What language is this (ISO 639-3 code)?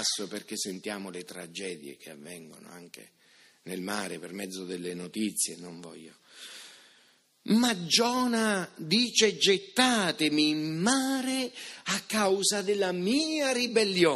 ita